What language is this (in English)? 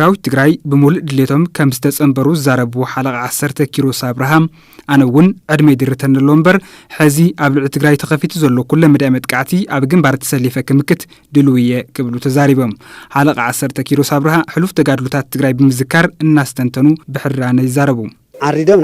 Tigrinya